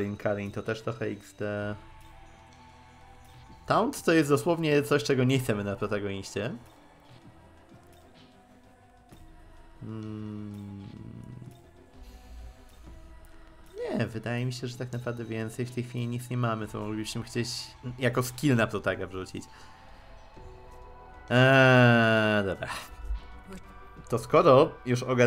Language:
Polish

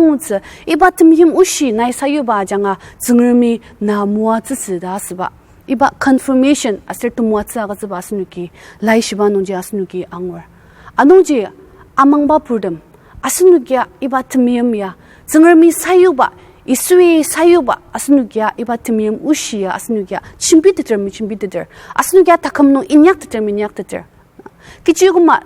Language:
Ao Naga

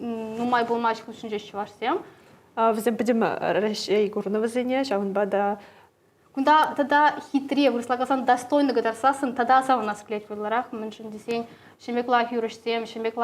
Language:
Chuvash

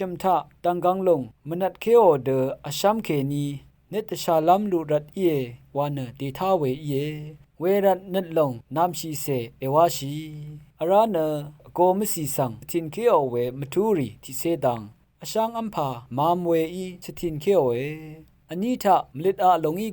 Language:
Rawang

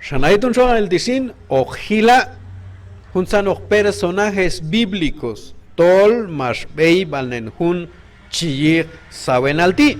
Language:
Q'anjob'al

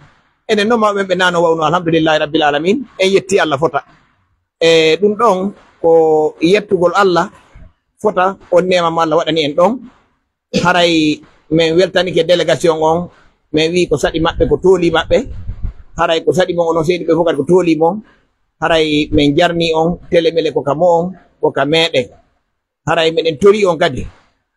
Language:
Pular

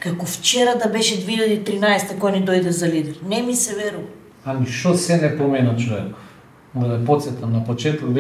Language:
Macedonian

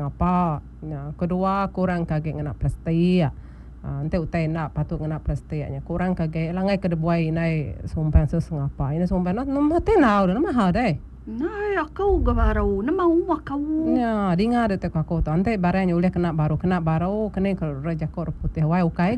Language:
Iban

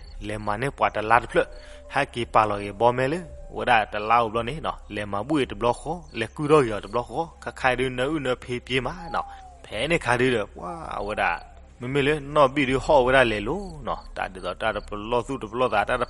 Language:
S'gaw Karen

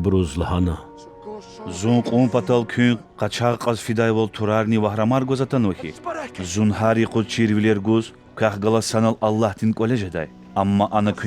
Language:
Lezghian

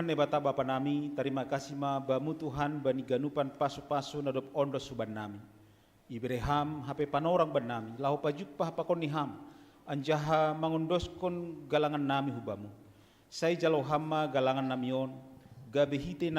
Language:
Batak Simalungun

